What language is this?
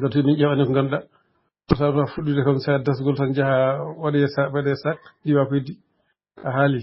Fula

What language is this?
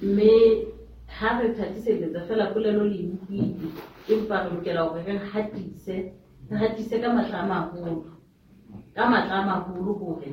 Southern Sotho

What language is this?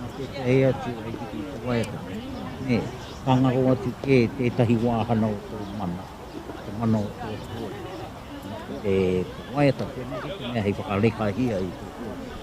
Māori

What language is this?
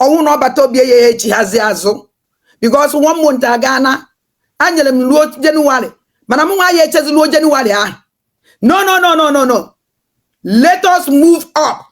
Igbo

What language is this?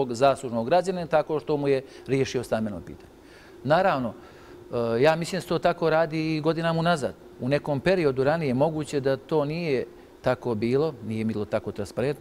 Bosnian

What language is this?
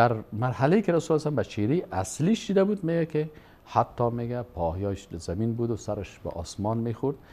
Persian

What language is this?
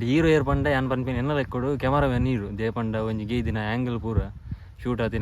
Tulu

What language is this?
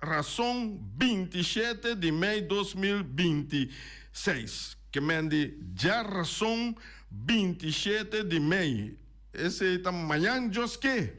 Papiamento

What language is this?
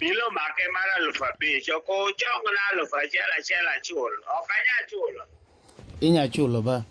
Luo (Kenya and Tanzania)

